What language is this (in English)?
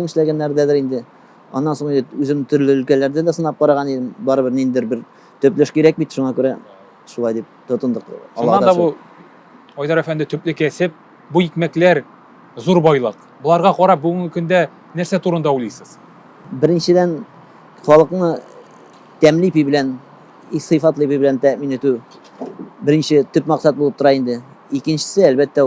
Tatar